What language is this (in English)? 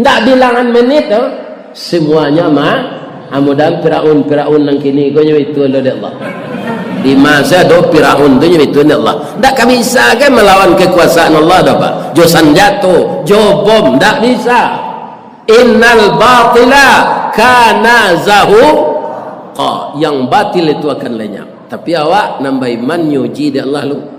Minangkabau